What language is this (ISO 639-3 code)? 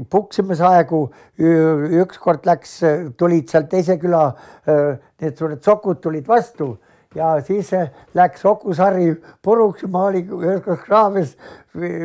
est